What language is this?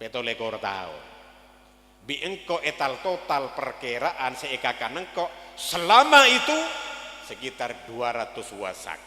Madurese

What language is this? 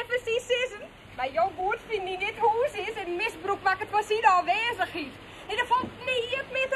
Western Frisian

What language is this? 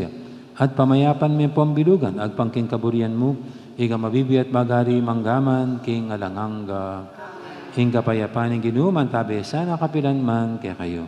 Pampanga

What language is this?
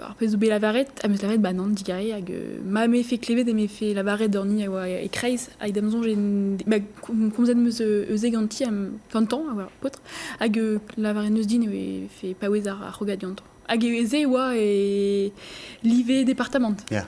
Breton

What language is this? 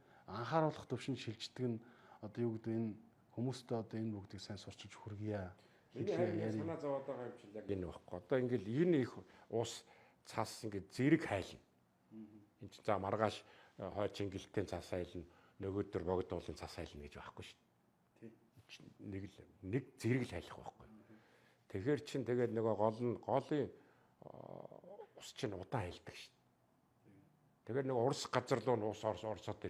Mongolian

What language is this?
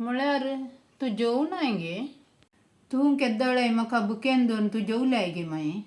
Konkani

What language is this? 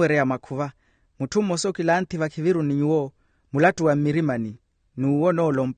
Makhuwa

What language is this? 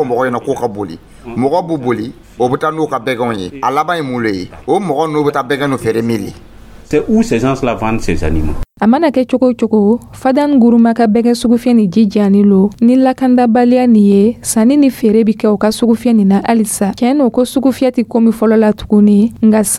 Dyula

